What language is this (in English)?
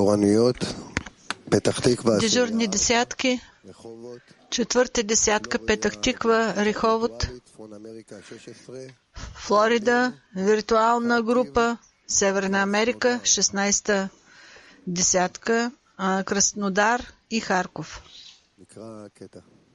Bulgarian